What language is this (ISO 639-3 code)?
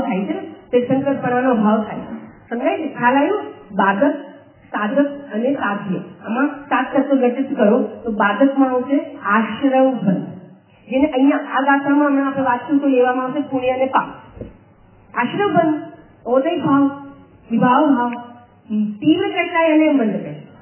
guj